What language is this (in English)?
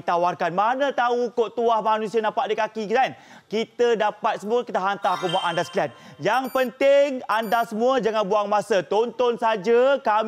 Malay